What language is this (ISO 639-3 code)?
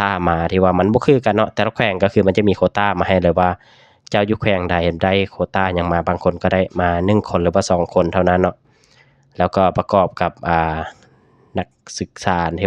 lao